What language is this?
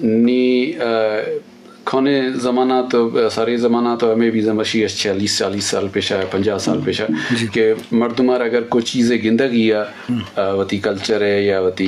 Eastern Balochi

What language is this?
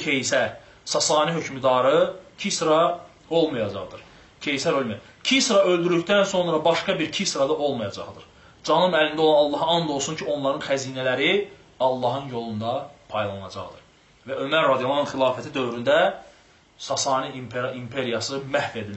Azerbaijani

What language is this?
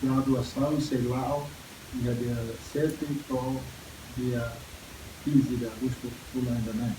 Tetum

